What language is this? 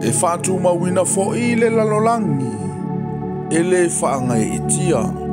Samoan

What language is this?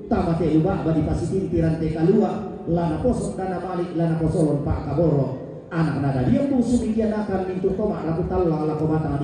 Toraja-Sa'dan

